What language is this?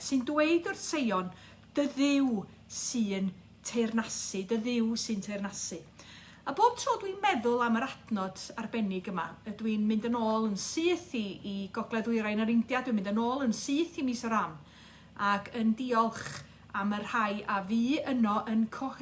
Welsh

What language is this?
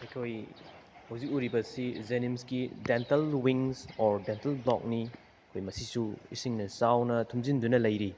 Manipuri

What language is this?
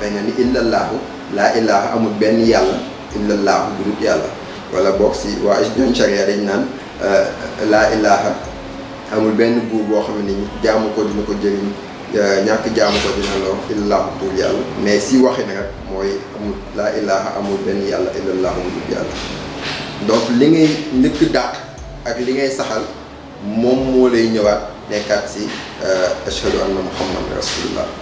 Wolof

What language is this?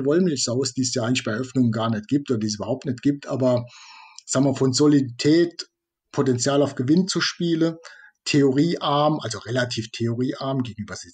German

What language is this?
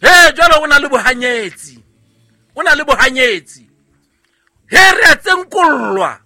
Southern Sotho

